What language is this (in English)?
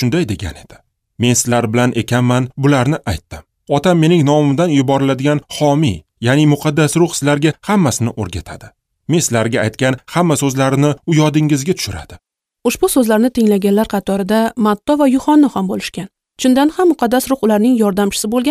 Uzbek